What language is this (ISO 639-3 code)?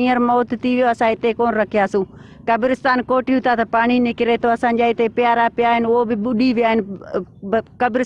snd